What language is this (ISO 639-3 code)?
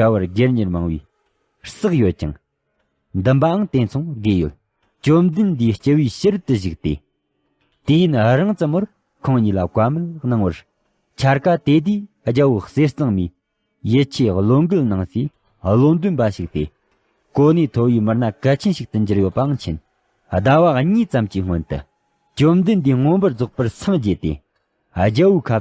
bod